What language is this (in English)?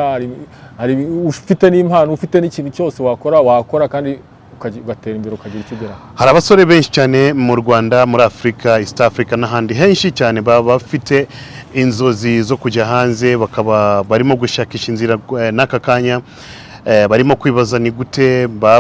Kinyarwanda